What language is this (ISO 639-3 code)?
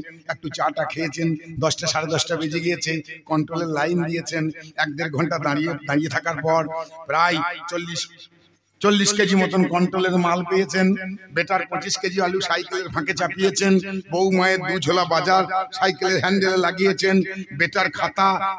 ben